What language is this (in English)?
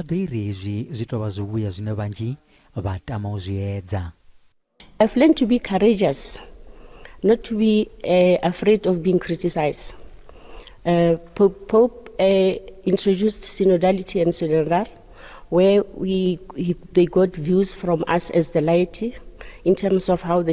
Venda